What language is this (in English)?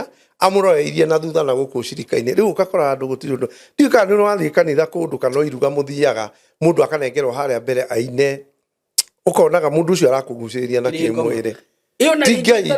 Kikuyu